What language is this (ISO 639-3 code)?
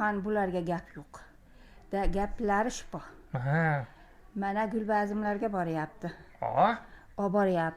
uzb